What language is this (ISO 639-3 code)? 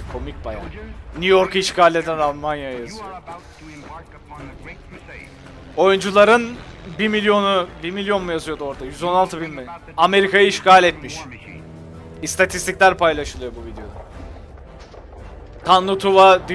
tur